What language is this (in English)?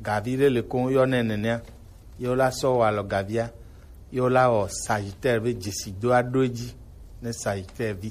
Gen